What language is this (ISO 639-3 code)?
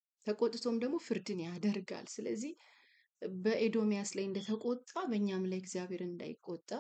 amh